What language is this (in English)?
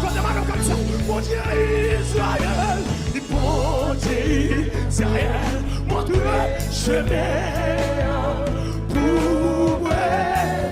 Haitian Creole